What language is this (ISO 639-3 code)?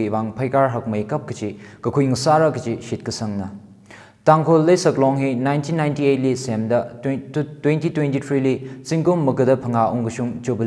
nmf